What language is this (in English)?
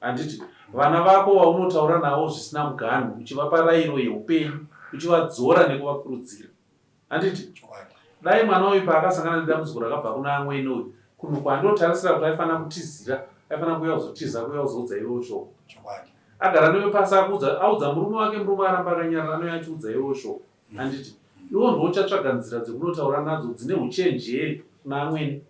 Shona